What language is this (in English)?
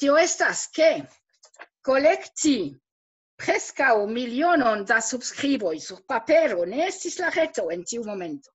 Esperanto